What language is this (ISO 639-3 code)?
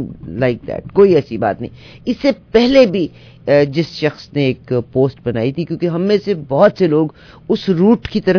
urd